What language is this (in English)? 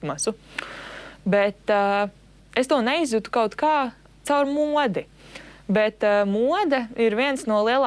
Latvian